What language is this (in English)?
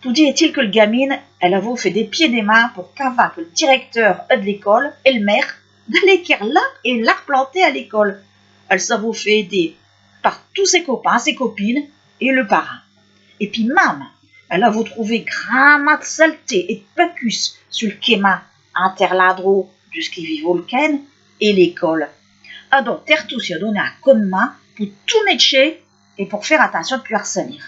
Picard